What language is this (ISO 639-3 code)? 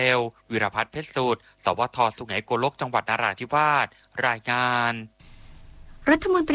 tha